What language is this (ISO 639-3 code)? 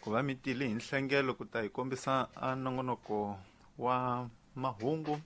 tso